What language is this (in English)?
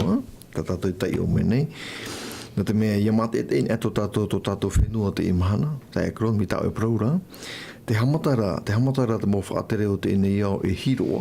Tahitian